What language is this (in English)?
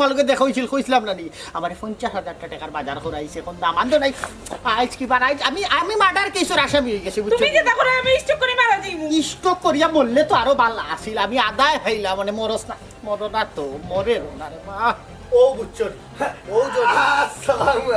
Sylheti